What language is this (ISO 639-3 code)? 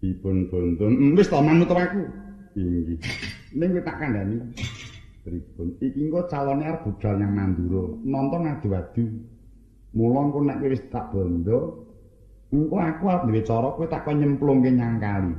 jav